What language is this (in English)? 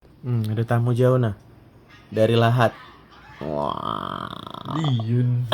Musi